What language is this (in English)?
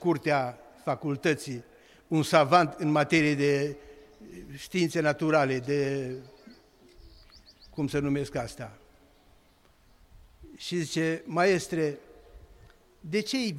Romanian